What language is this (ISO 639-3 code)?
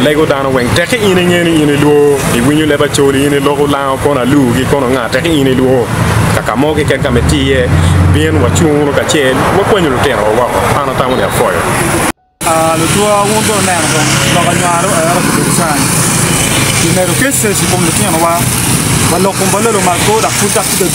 ach